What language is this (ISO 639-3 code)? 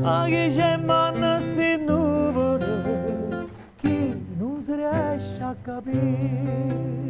nap